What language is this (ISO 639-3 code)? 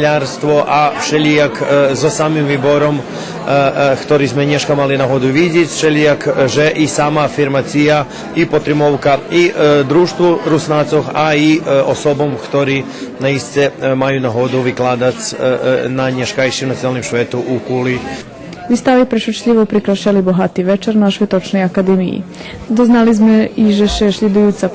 rue